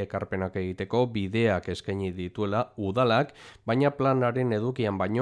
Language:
Basque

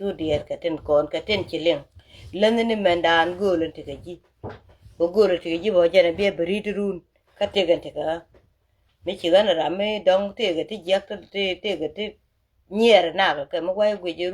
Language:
Nuer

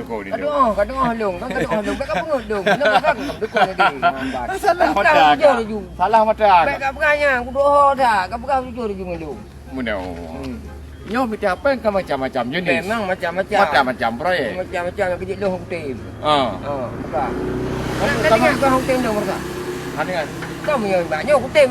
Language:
Achinese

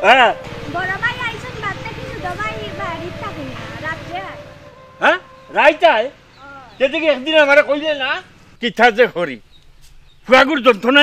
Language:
Sylheti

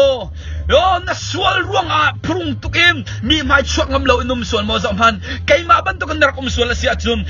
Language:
Hakha Chin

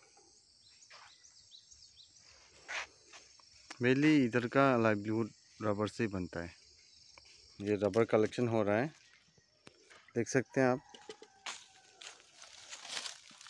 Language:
Hindi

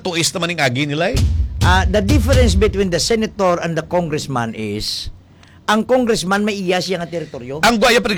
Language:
Hiligaynon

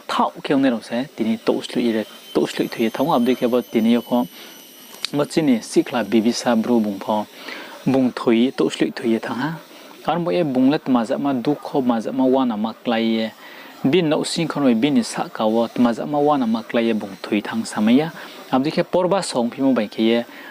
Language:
Riang (India)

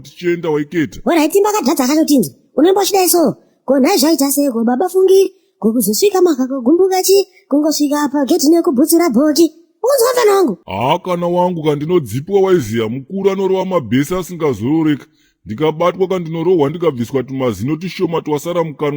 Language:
Shona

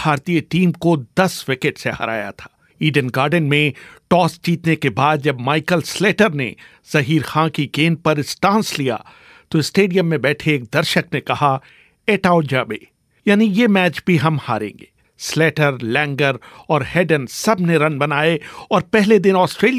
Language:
Hindi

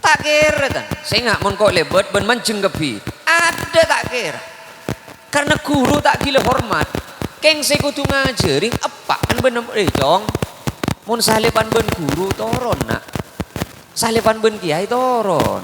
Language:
Madurese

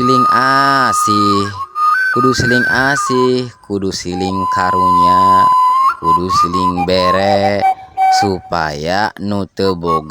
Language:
Sundanese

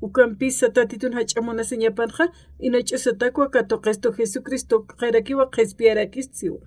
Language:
Aymara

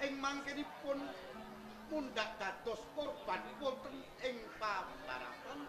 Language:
Javanese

